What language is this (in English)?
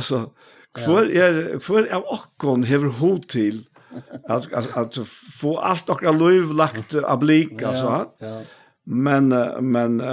Faroese